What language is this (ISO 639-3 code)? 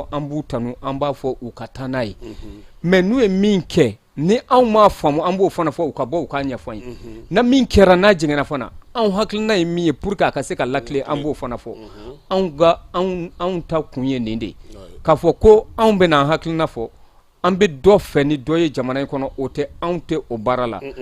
bam